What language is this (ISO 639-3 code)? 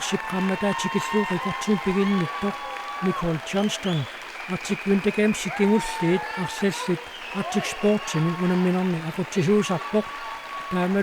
kal